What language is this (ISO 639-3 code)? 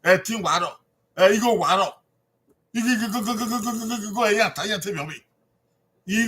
bin